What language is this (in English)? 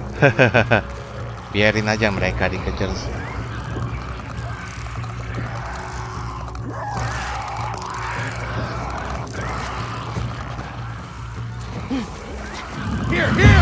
Indonesian